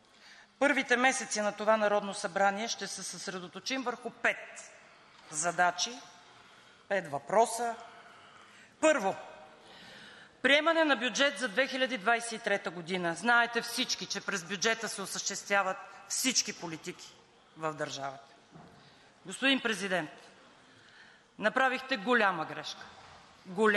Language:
Bulgarian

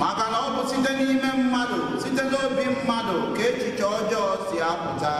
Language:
Igbo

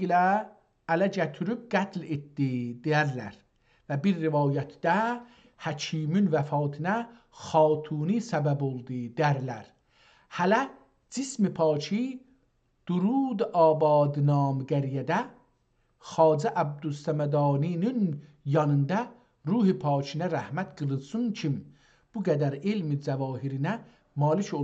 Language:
South Azerbaijani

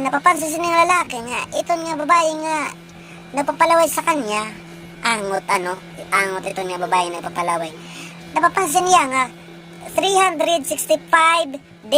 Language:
Waray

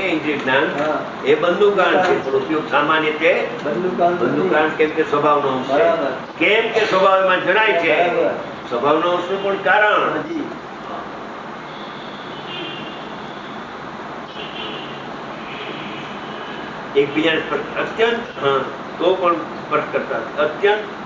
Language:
Gujarati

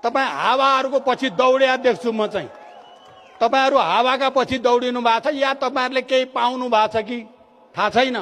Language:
Nepali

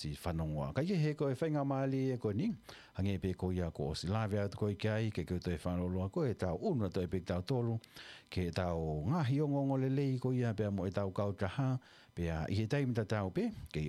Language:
Tongan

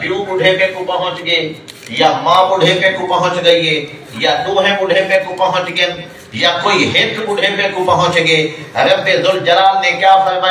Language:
Saraiki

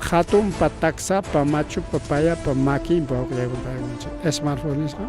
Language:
Ayacucho Quechua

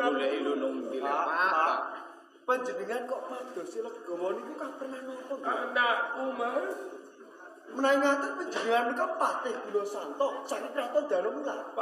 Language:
Javanese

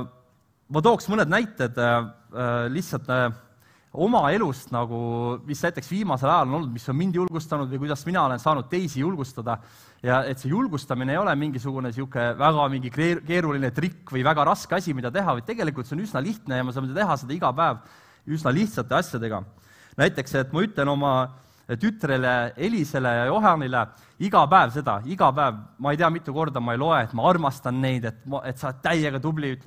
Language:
Estonian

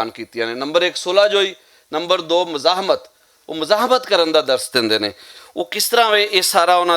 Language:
Western Panjabi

